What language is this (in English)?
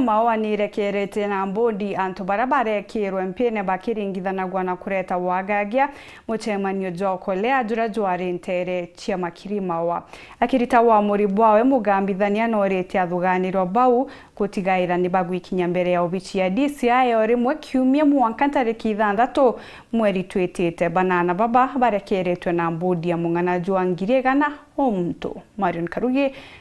Meru